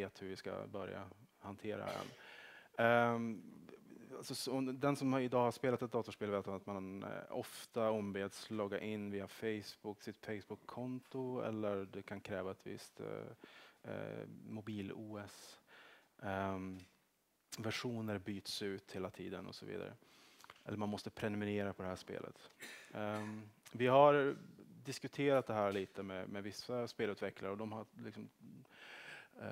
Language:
Swedish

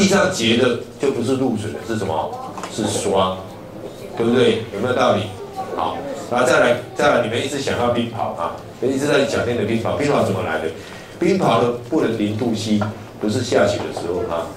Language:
Chinese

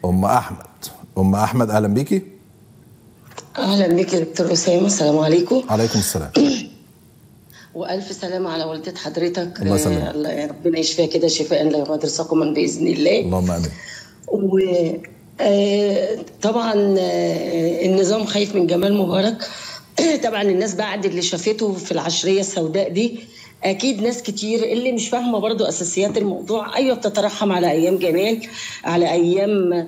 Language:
Egyptian Arabic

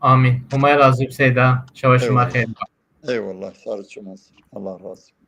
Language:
Zaza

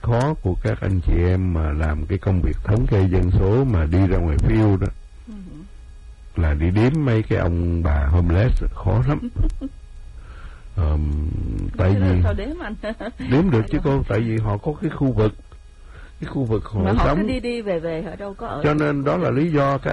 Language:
Vietnamese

